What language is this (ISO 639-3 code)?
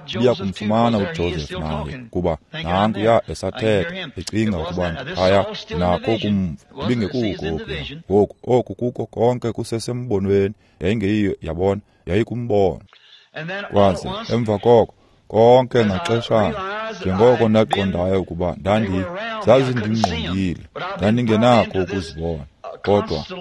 xho